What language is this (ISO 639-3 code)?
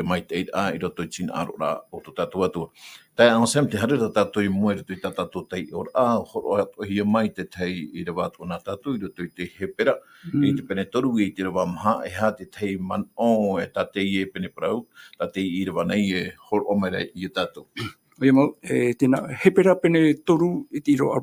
tah